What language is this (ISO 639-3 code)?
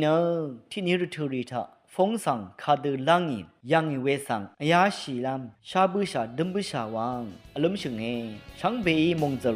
raw